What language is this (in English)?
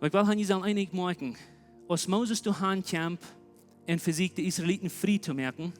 Plautdietsch